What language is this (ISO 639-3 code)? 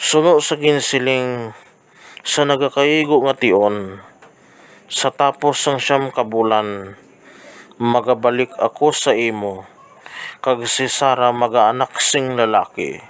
hil